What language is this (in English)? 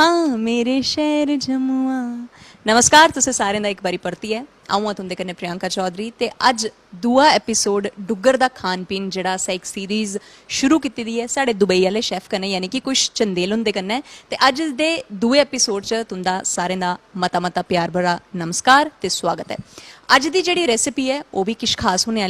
Dogri